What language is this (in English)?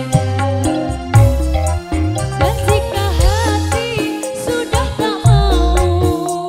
Indonesian